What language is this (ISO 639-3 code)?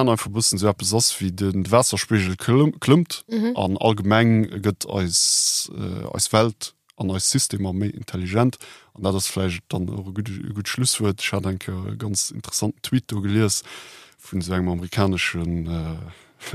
ltz